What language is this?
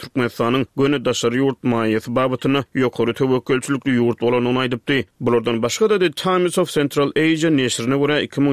Turkmen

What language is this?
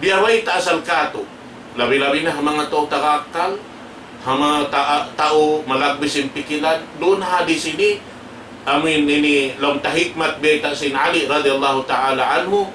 Tausug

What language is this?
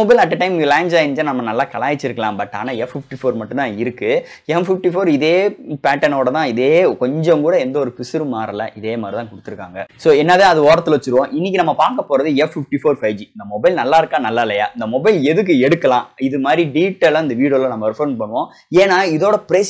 Tamil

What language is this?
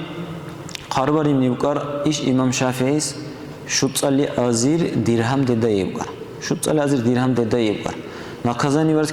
Dargwa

